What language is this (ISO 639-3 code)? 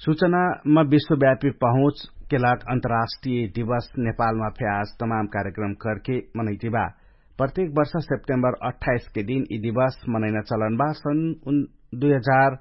thl